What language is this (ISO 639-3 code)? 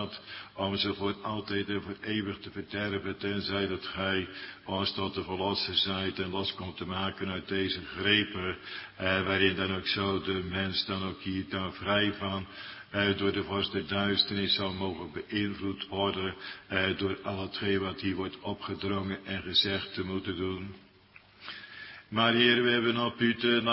nld